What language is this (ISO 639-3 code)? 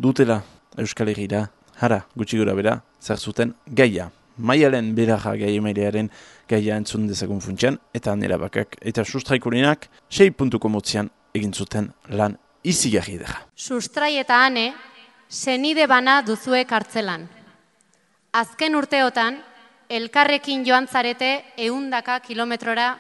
eus